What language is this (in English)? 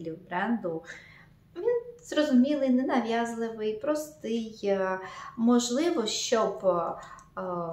Ukrainian